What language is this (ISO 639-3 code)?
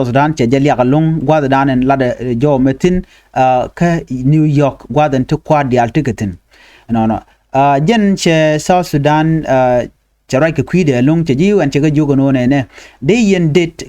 nus